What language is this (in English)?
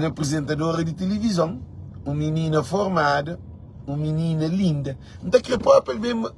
Kabuverdianu